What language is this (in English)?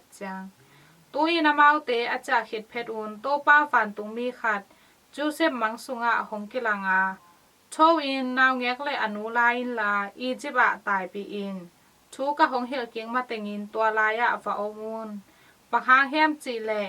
Tedim Chin